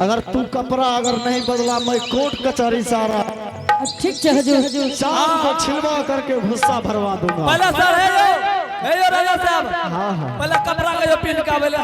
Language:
Angika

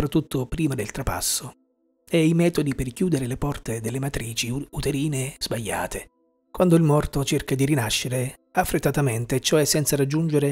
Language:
Italian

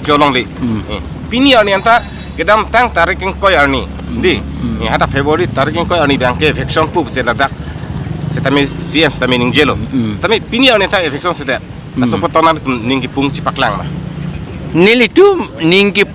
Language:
Karbi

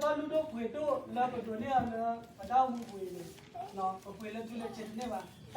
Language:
S'gaw Karen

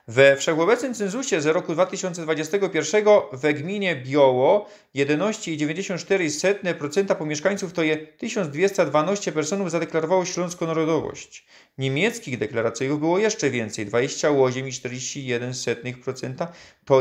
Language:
Silesian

